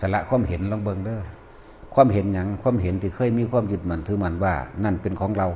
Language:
Northeastern Thai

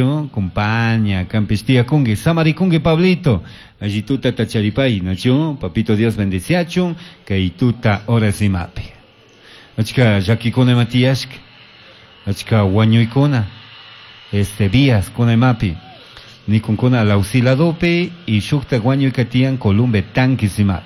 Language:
Chimborazo Highland Quichua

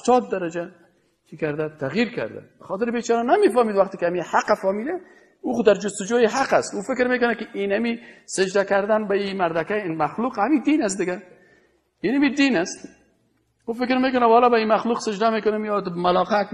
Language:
Persian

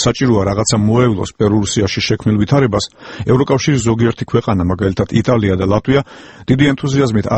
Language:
Georgian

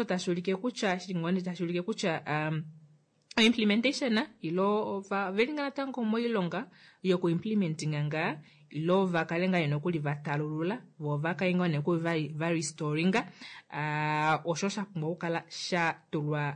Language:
Kuanyama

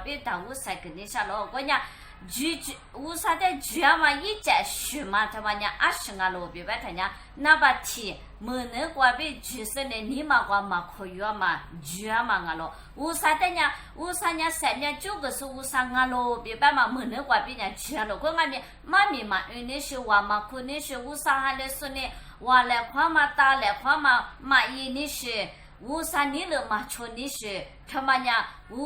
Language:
Lisu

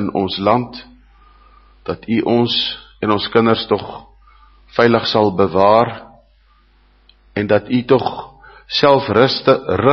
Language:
Afrikaans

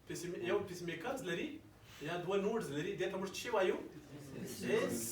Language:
Pashto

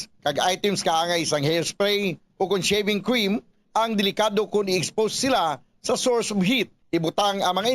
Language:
Hiligaynon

